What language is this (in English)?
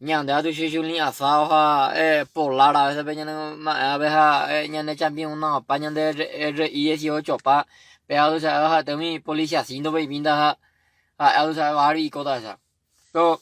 Guarani